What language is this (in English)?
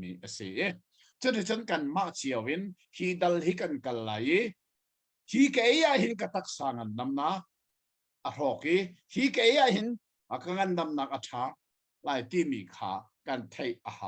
Hakha Chin